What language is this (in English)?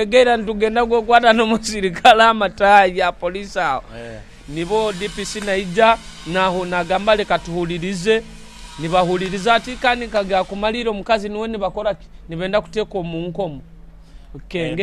Nyoro